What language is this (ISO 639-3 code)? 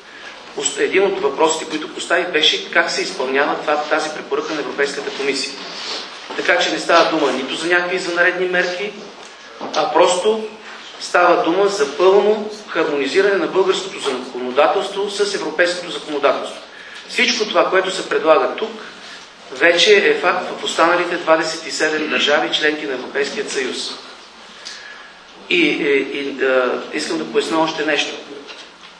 bul